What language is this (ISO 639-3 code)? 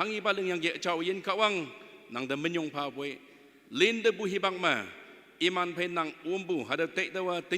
nag